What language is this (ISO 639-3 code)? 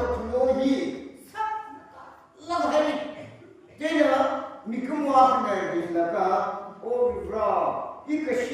nmf